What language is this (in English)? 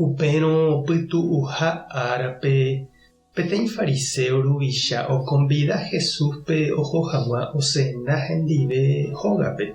Guarani